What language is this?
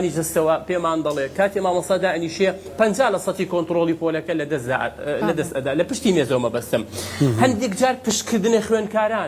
Central Kurdish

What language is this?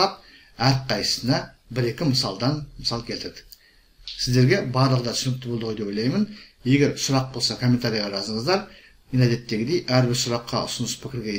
Kazakh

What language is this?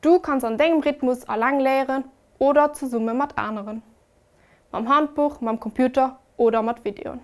Luxembourgish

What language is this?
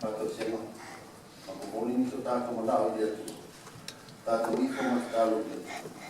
Samoan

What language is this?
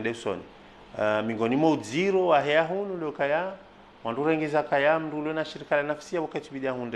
Ngazidja Comorian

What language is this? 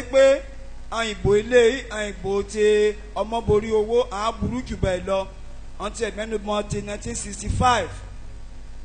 Yoruba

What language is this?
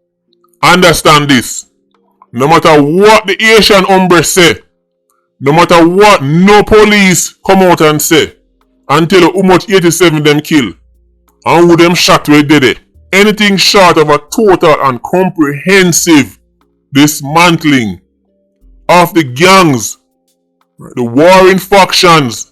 Jamaican Creole English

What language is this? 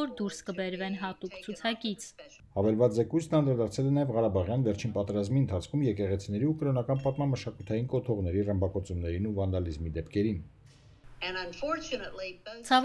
Armenian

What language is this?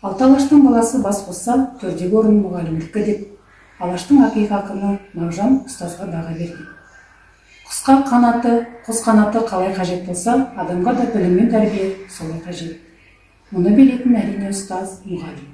Kazakh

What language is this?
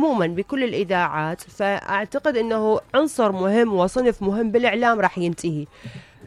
Mesopotamian Arabic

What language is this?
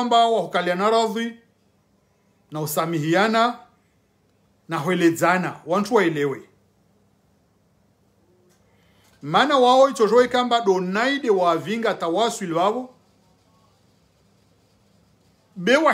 Swahili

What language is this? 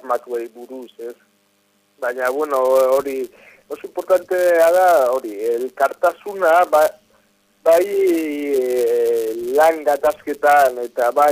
Basque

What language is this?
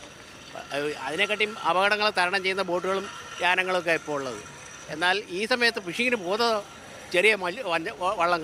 Malayalam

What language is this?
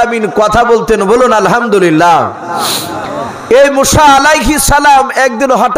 Bangla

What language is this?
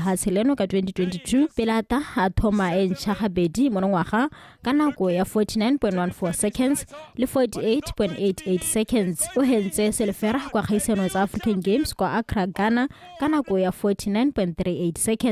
Tswana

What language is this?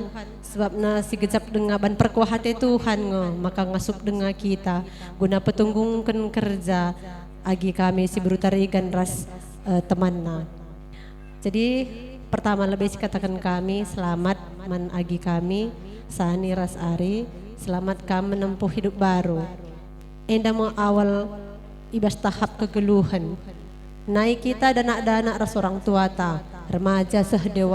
Batak Karo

